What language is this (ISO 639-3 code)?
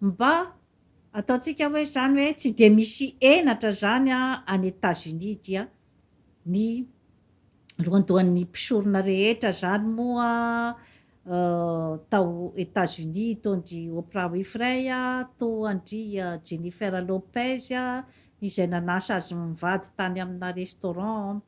mlg